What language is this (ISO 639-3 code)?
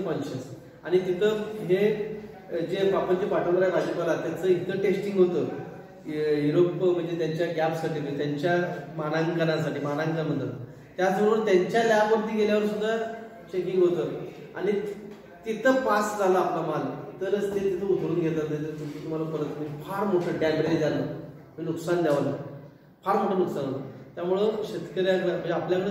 mar